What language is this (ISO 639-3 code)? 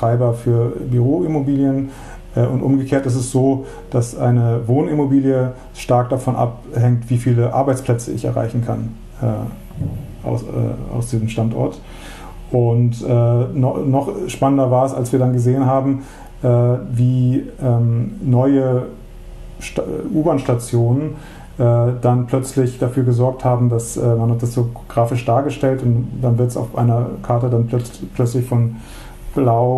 deu